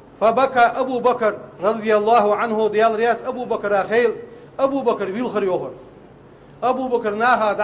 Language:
Ingush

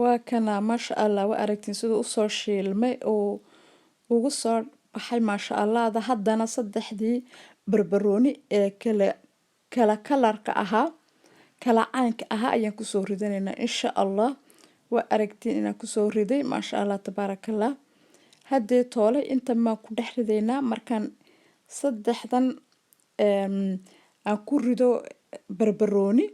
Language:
Somali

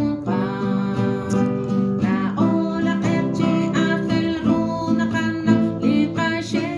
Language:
Kekchí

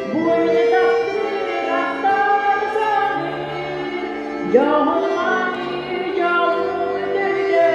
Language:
Yakut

